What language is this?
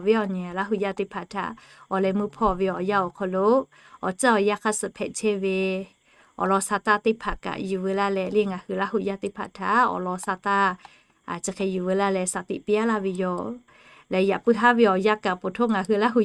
Lahu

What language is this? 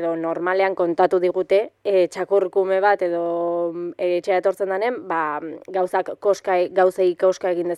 Basque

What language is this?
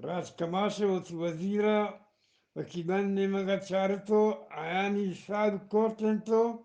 Eastern Balochi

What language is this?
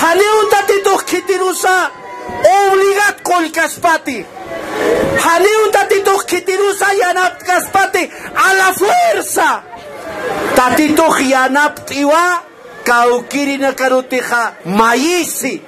Aymara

